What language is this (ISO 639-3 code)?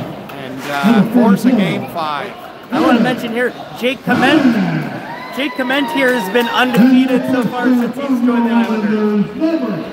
eng